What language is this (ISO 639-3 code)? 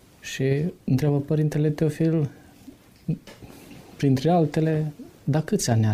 ron